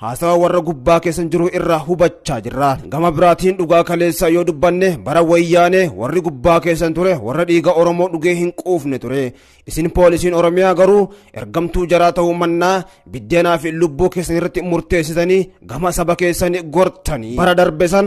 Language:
Oromo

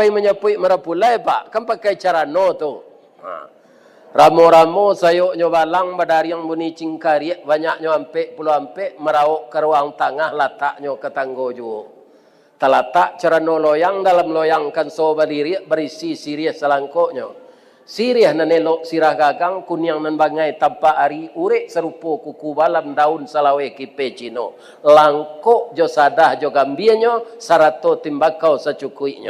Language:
Minangkabau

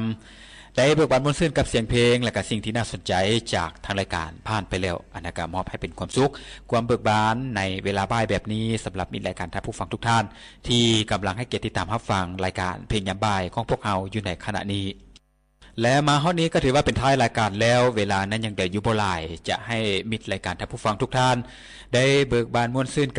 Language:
Lao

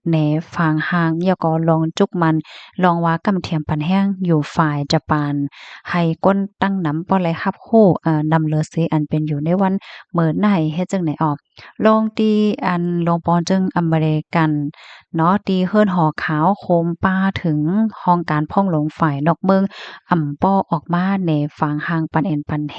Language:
Shan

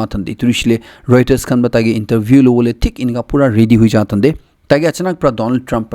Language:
Naga Pidgin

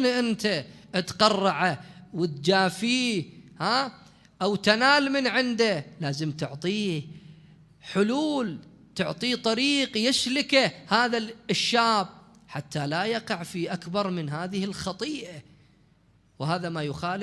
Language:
Mesopotamian Arabic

